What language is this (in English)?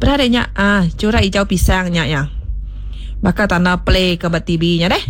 Iban